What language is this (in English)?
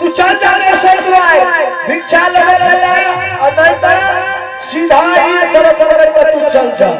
Angika